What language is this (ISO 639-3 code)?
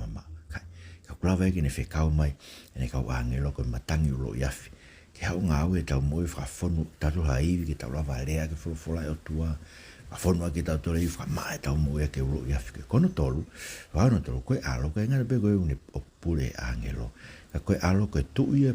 ton